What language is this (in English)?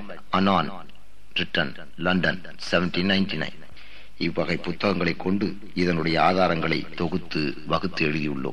Tamil